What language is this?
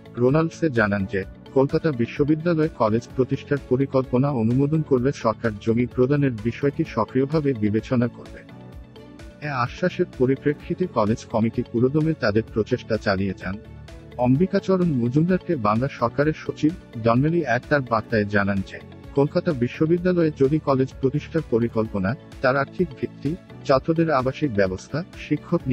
Bangla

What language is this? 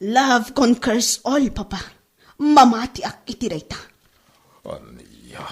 Iloko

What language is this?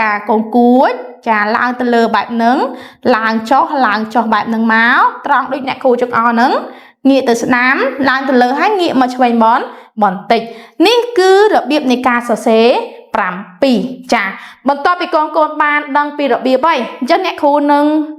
Khmer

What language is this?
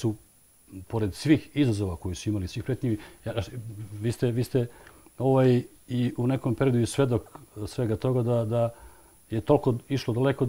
Serbian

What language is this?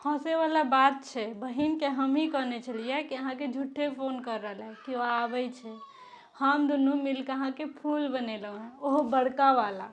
Maithili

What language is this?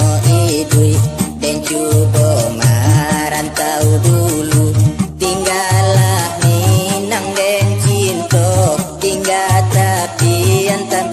Minangkabau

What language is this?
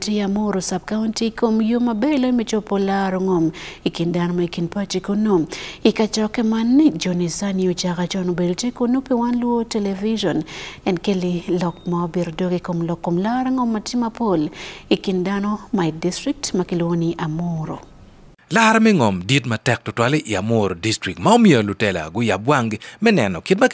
Acoli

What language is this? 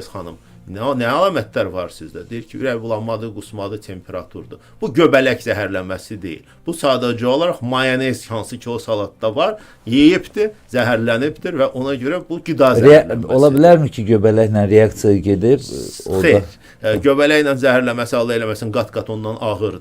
Azerbaijani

